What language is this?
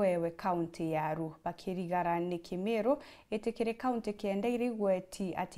Meru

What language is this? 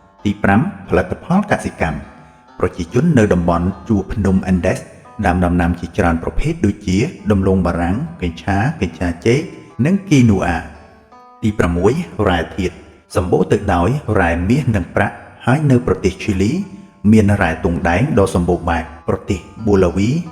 Khmer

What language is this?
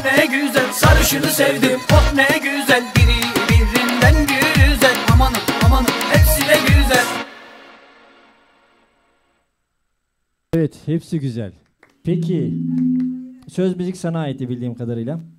Turkish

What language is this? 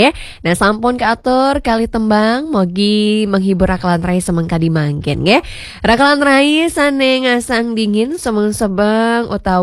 Balinese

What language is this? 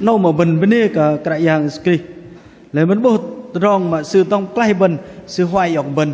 Bahnar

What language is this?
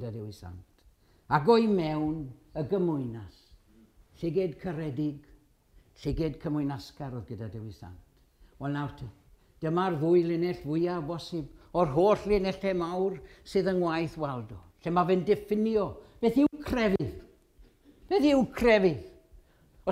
Welsh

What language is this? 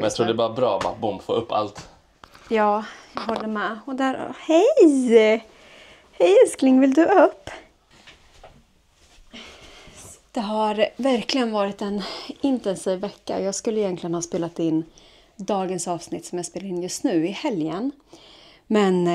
Swedish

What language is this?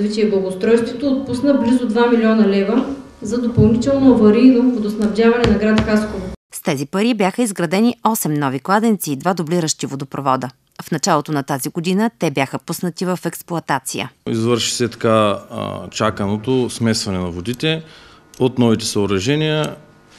Bulgarian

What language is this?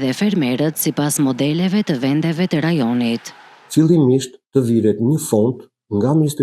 Albanian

